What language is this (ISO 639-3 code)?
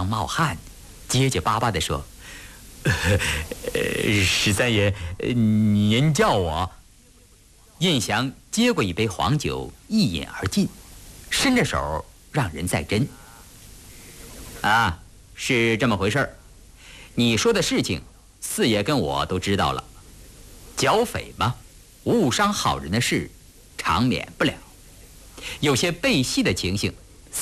zho